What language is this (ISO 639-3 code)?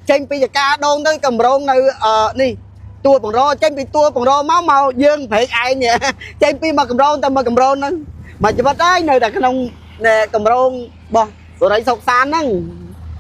khm